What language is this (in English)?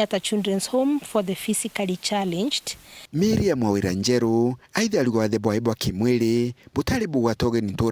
Meru